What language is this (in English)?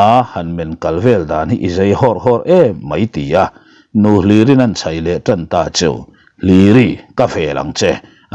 Mizo